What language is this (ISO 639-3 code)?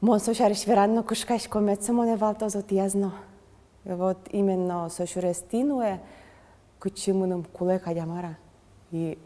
udm